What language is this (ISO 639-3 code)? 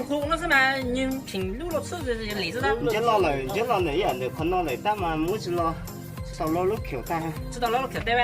hmn